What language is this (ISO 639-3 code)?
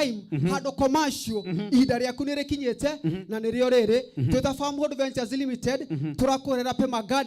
kik